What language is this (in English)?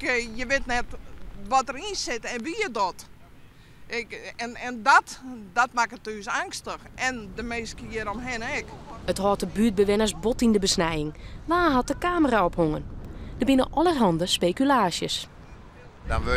Western Frisian